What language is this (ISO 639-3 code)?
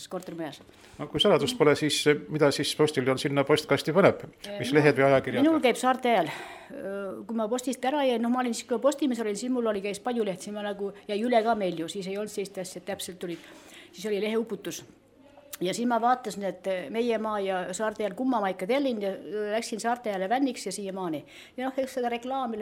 est